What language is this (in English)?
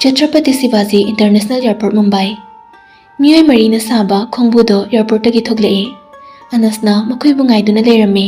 Manipuri